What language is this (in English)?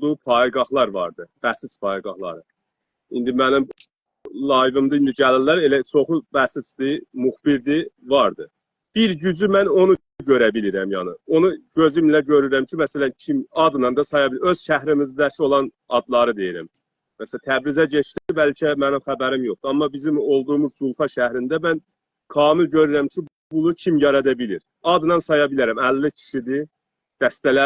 South Azerbaijani